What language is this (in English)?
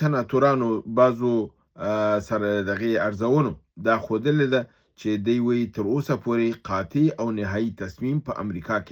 Pashto